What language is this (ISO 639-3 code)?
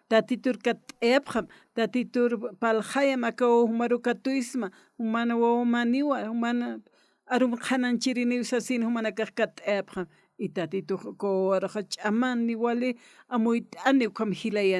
aym